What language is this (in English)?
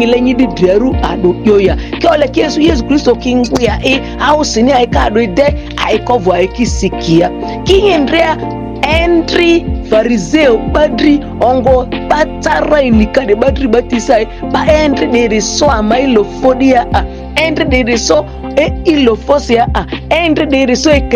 Ma'di